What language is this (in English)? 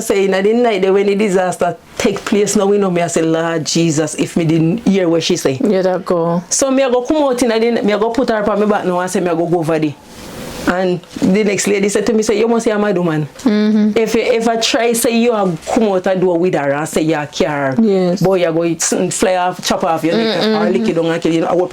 Jamaican Creole English